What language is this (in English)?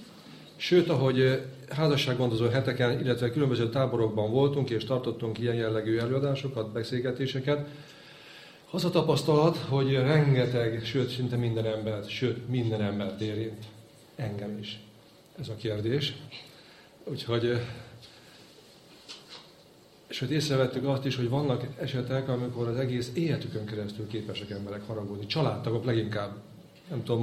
Hungarian